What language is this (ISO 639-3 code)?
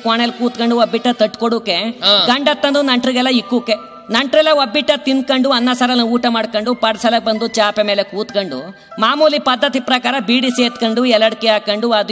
kan